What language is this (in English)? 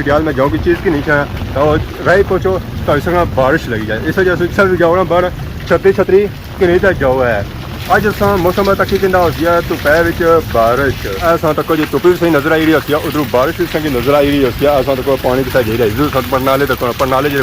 Pahari-Potwari